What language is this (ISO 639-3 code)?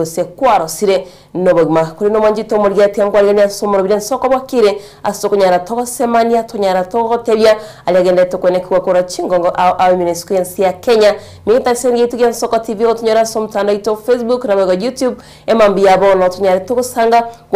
guz